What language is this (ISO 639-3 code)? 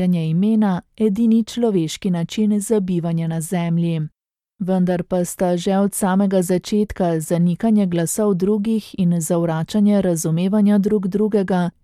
slv